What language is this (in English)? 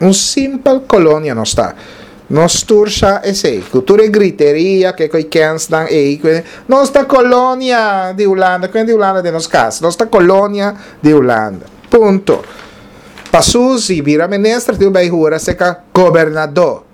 Papiamento